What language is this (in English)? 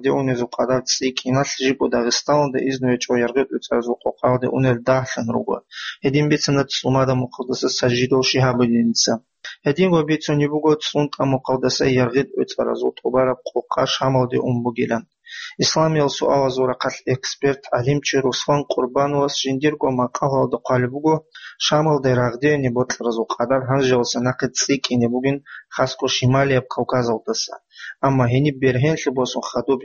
Avaric